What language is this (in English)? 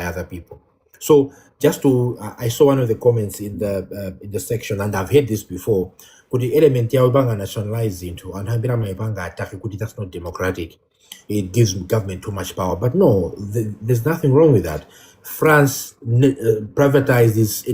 Nyanja